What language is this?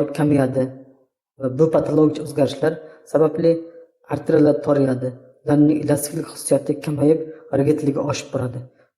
Uzbek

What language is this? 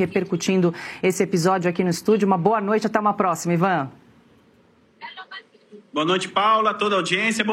Portuguese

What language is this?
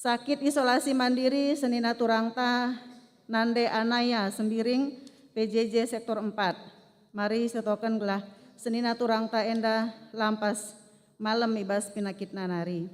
Batak Karo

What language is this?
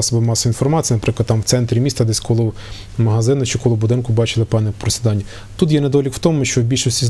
Ukrainian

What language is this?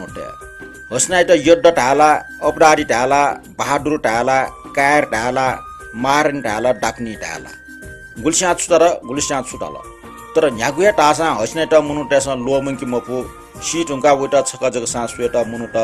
Newari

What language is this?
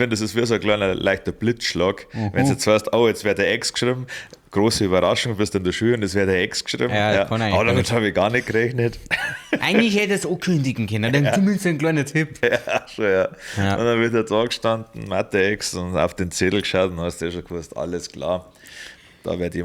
Bavarian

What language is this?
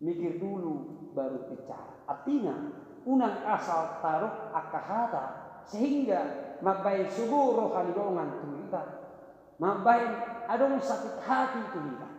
Batak Toba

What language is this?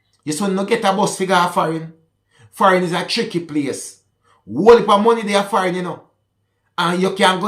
Jamaican Creole English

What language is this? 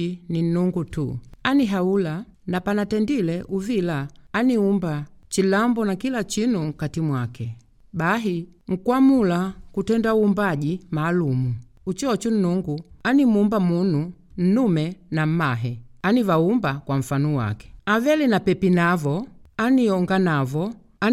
Makonde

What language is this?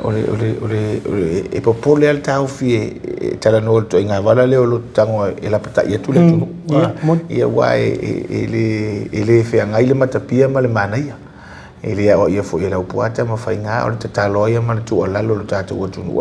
Samoan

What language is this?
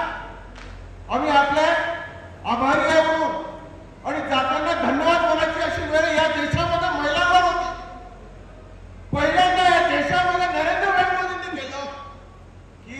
Marathi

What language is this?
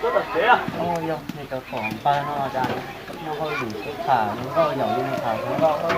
Hmong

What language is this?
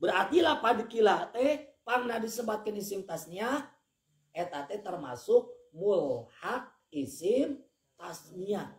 Sundanese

